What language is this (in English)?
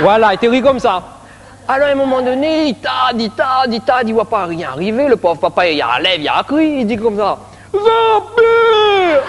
Réunion Creole French